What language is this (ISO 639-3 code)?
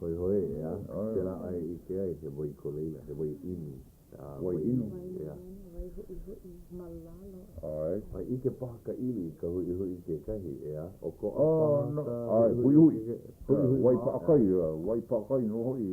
haw